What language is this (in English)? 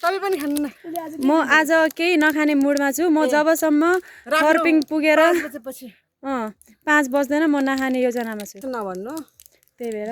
Nepali